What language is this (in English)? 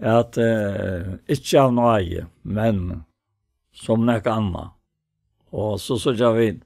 Faroese